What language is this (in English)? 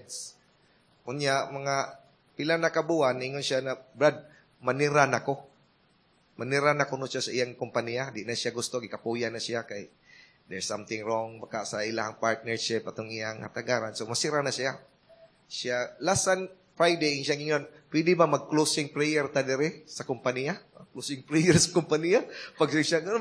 Cebuano